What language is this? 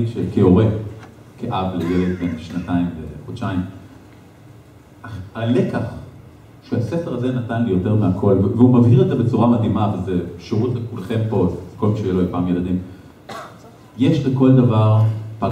Hebrew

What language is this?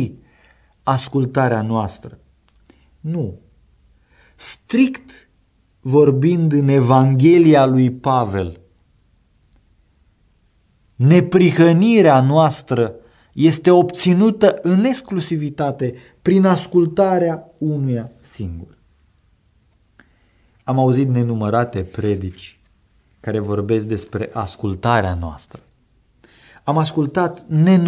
Romanian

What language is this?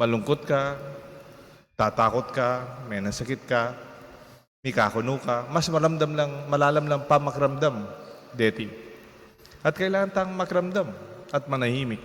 Pampanga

